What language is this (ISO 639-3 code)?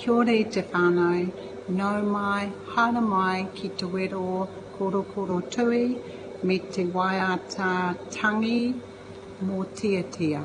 mri